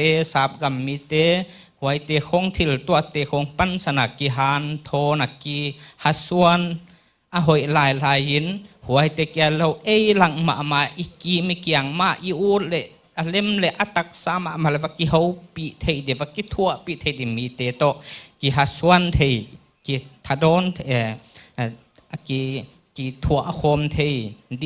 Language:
Paite Chin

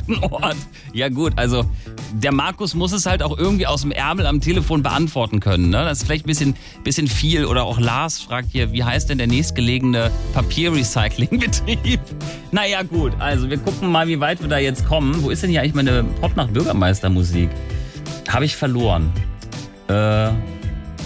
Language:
German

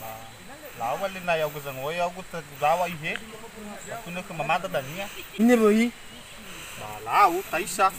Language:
Nias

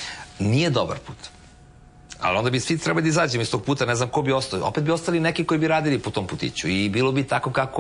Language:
Serbian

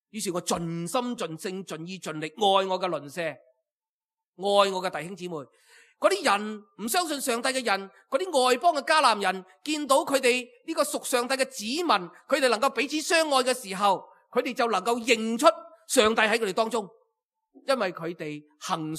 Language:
Cantonese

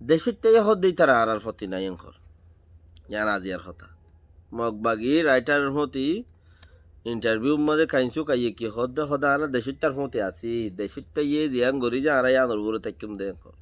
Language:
Rohingya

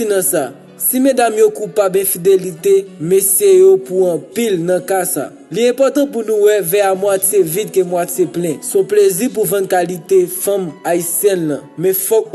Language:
Haitian Creole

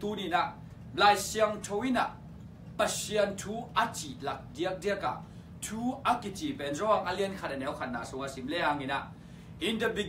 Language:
Tedim Chin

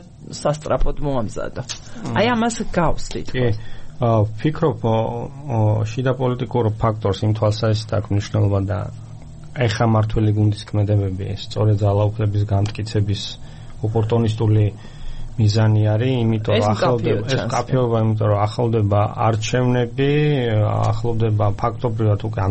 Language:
Georgian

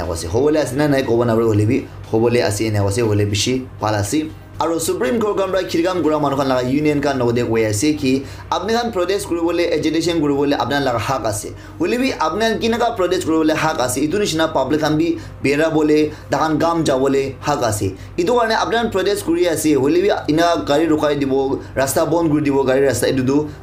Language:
Naga Pidgin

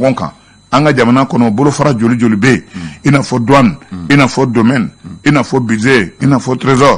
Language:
Bambara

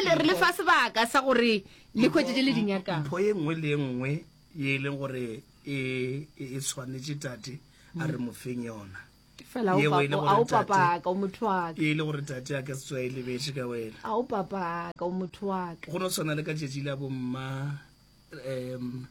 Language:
Northern Sotho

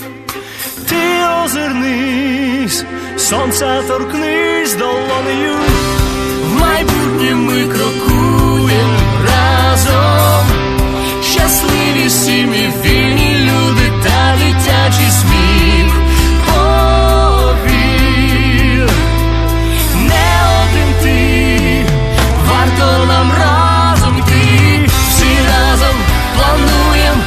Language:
Ukrainian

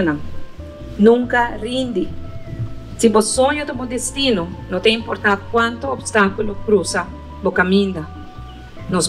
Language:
Papiamento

